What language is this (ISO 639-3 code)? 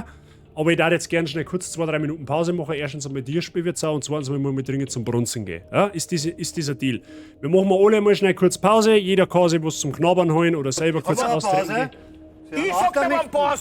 bar